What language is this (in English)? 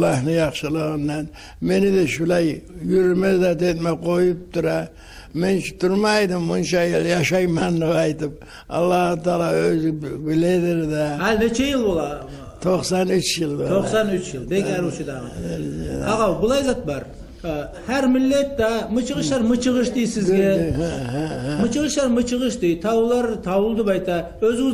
Kumyk